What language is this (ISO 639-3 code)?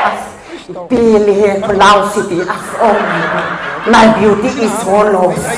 mni